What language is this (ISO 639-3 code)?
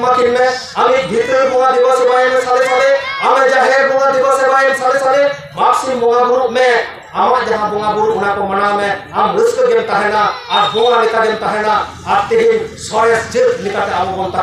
sat